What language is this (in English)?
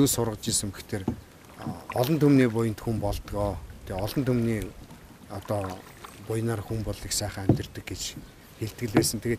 Mongolian